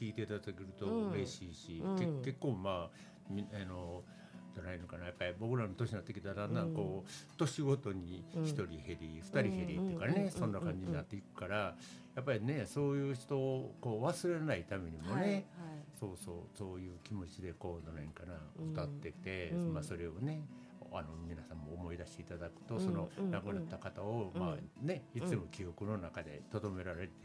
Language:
Japanese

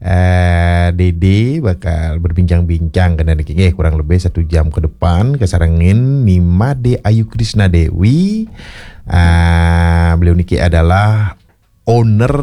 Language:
Balinese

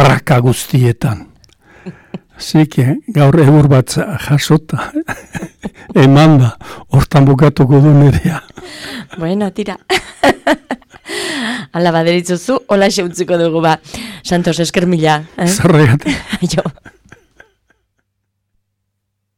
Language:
Basque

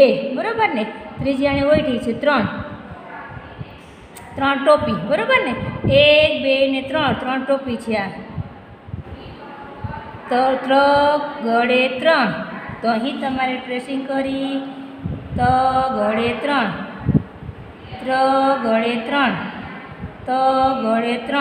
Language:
Gujarati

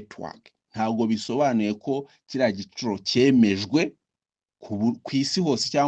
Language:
Kinyarwanda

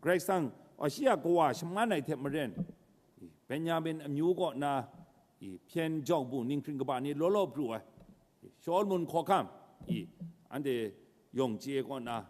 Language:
Kachin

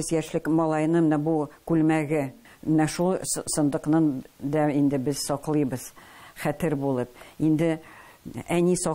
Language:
Tatar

